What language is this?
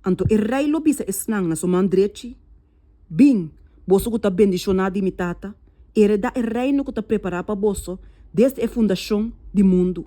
Papiamento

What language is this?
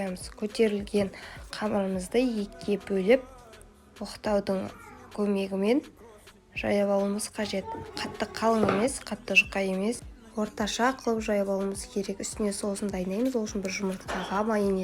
Kazakh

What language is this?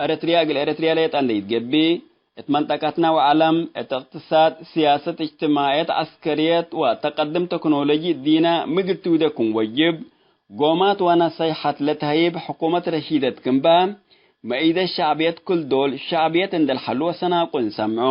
Tigre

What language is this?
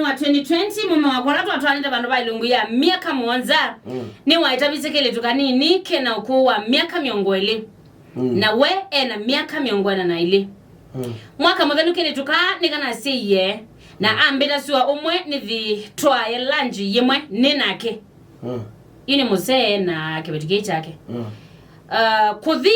Kamba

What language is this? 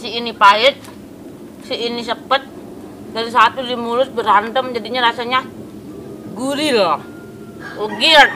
Betawi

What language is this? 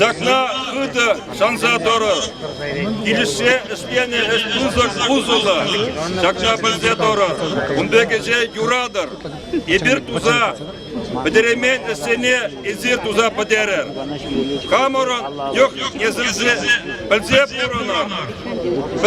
Chuvash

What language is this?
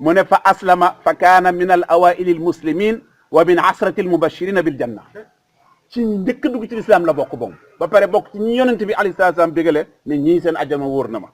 Wolof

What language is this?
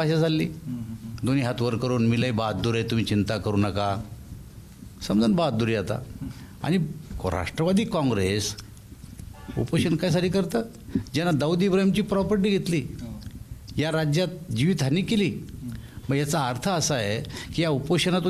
Marathi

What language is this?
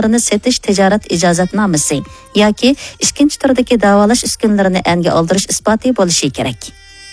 Uyghur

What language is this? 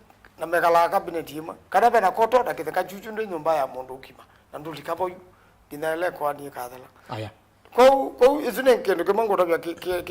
Kamba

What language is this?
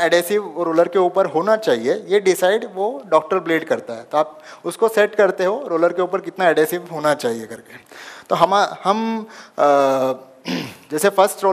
Hindi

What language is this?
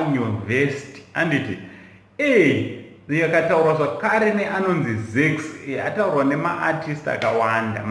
Shona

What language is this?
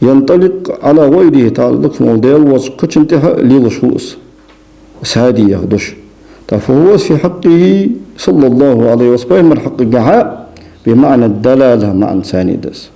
Ingush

